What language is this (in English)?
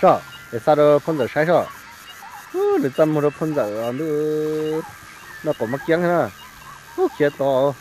Hmong